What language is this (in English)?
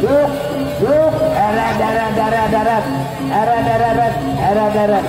Balinese